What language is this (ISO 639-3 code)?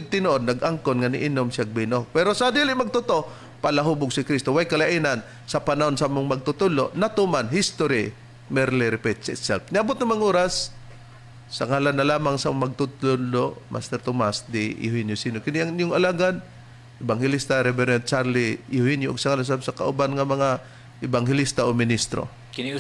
ceb